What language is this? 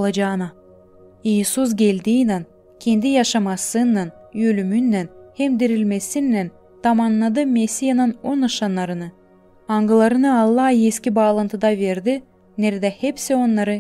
Gagauz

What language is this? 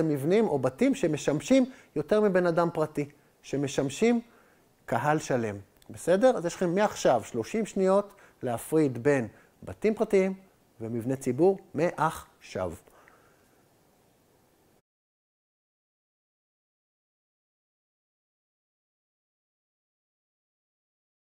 Hebrew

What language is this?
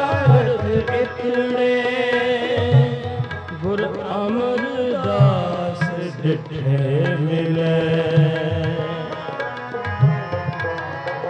Punjabi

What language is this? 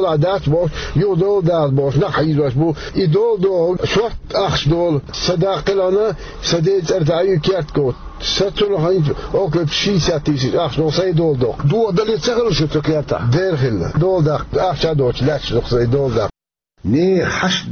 Chechen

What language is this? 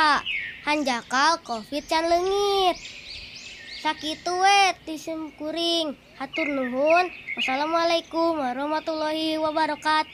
Sundanese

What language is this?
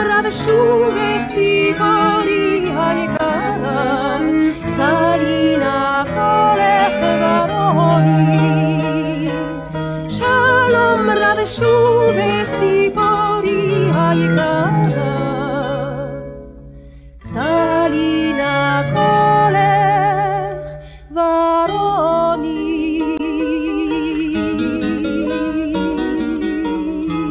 Hebrew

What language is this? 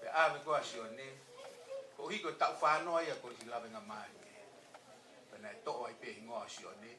Tongan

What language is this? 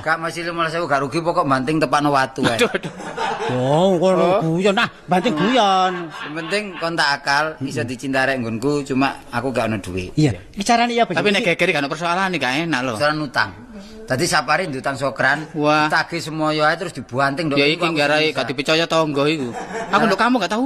Javanese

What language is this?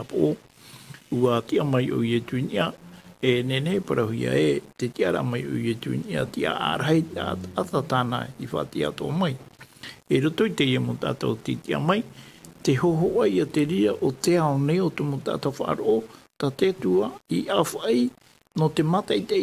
Tahitian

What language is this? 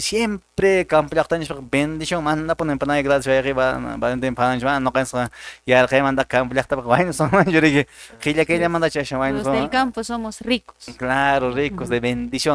Quechua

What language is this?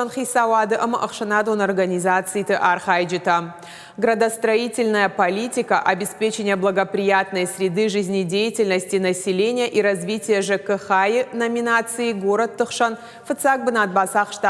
Ossetic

